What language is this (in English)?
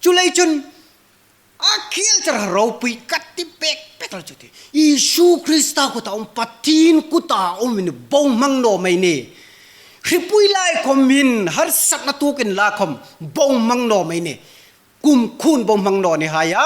Hmar